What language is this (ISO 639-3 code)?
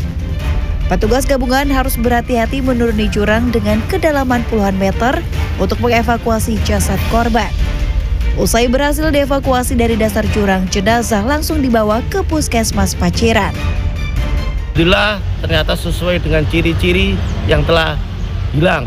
ind